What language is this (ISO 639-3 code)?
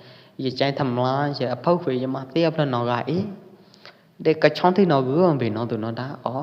kjp